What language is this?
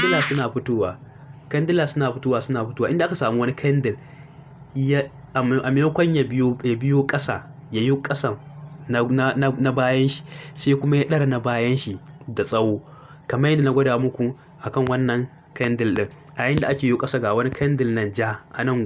Hausa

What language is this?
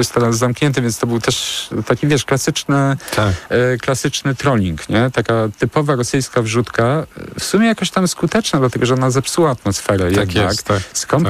Polish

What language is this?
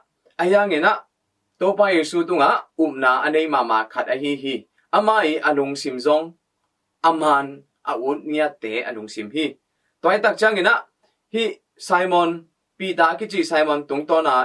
Tedim Chin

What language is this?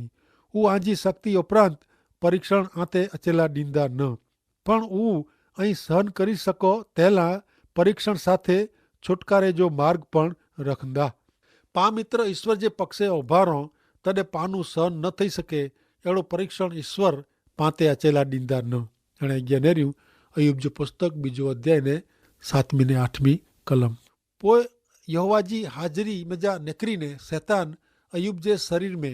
Kachhi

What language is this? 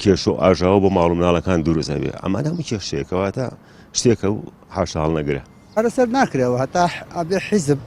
Central Kurdish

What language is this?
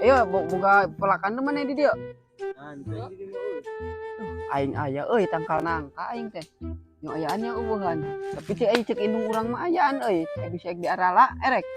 Sundanese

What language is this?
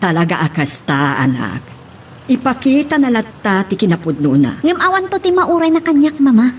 Iloko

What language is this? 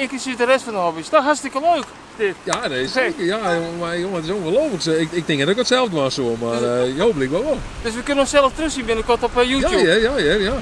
Western Frisian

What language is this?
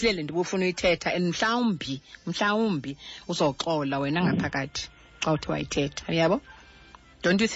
Xhosa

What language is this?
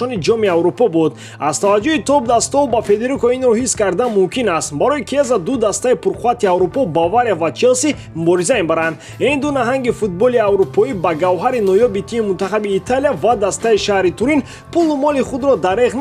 Tajik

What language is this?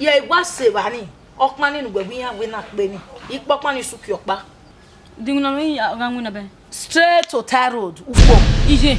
Bini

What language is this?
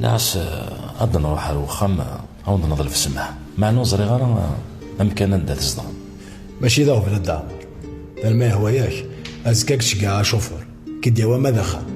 Kabyle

